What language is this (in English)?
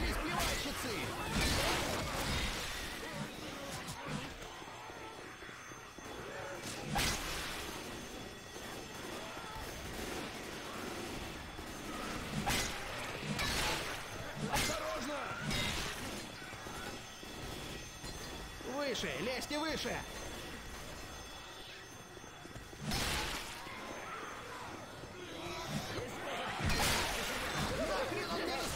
Russian